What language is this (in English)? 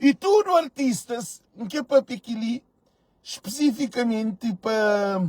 Kabuverdianu